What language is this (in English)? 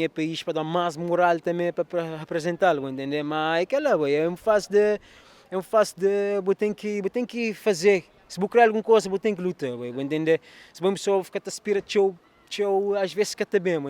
Kabuverdianu